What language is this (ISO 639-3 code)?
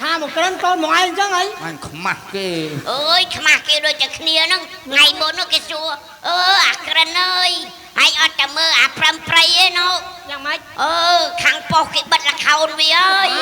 khm